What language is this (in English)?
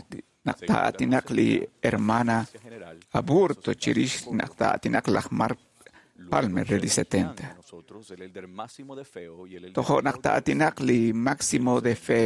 Kekchí